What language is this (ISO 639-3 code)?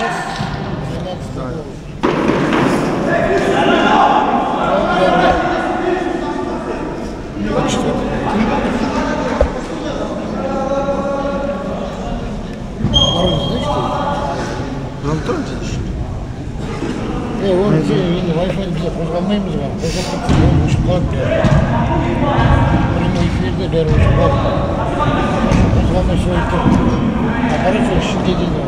kaz